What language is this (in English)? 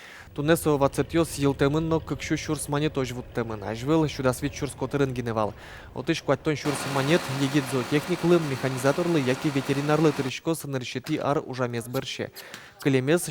Udmurt